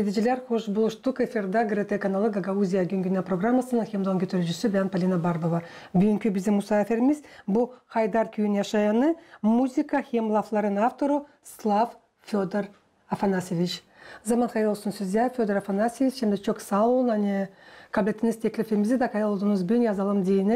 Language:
Gagauz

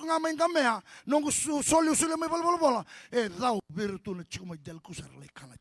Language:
Fijian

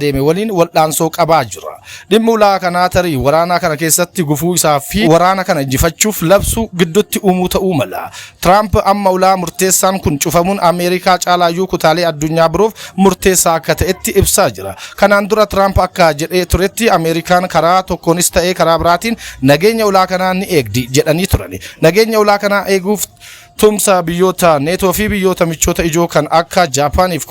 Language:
Oromo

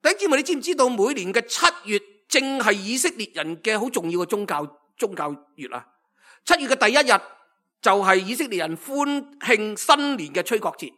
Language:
Cantonese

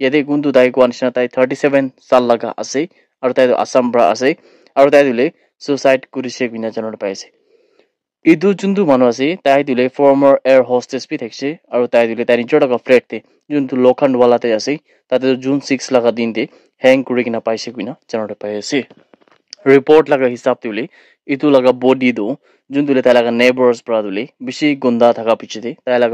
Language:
Naga Pidgin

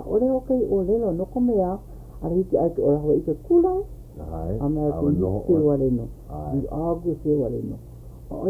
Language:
Hawaiian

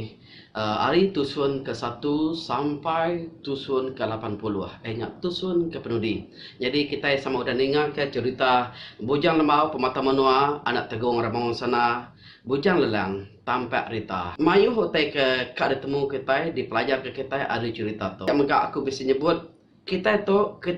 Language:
Iban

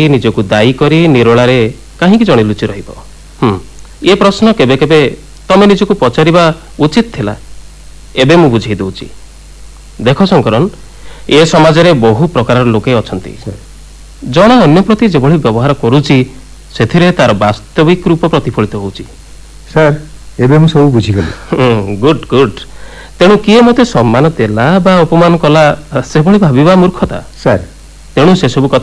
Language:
Odia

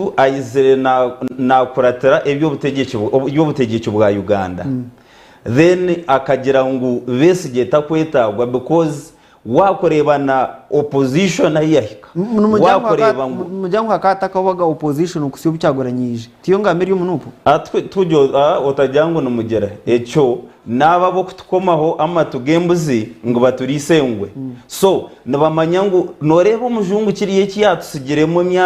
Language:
Nyankole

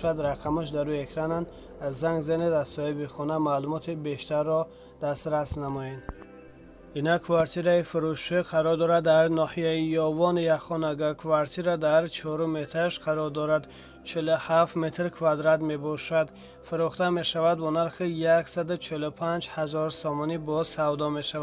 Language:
Tajik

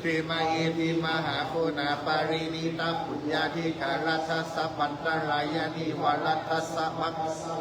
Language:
Pali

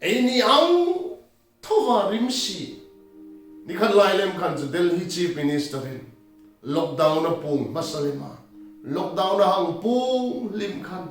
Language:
Hmar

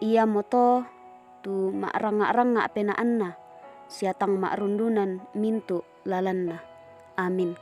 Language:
Toraja-Sa'dan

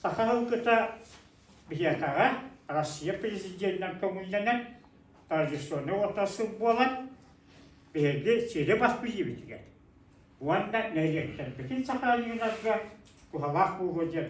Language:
Yakut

